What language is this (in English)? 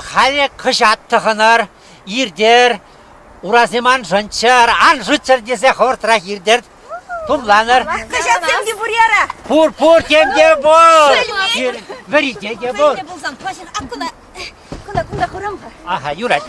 Chuvash